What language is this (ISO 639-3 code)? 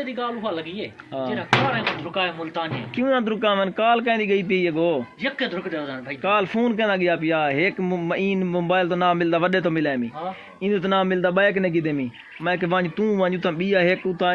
skr